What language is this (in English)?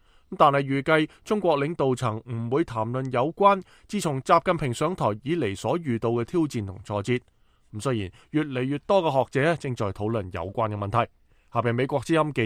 Cantonese